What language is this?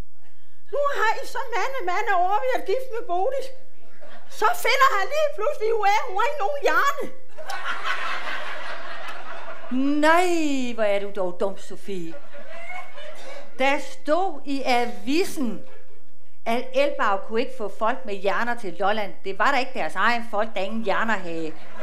Danish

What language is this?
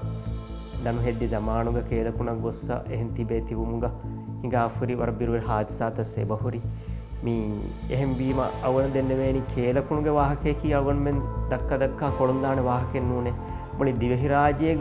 Divehi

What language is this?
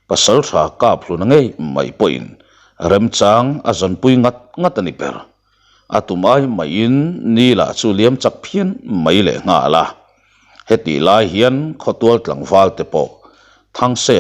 Mizo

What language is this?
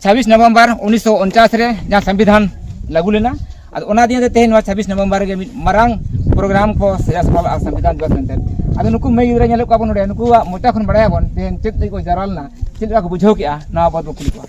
Santali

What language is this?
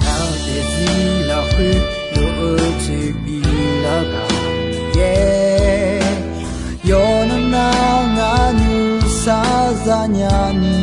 Akha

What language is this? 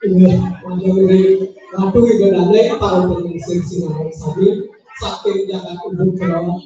Balinese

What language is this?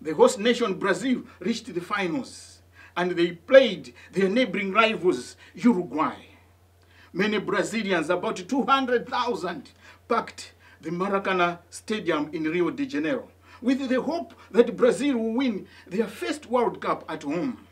English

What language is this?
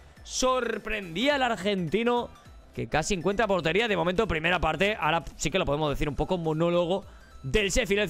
Spanish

